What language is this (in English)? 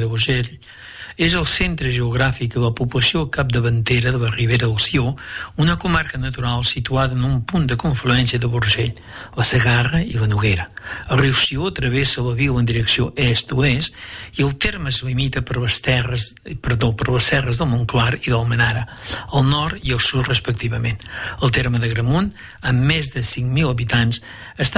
Catalan